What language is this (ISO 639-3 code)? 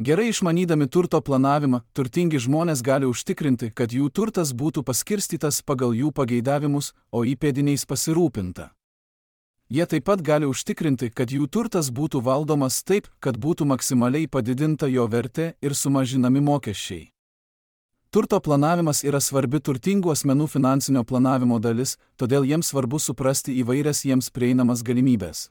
lit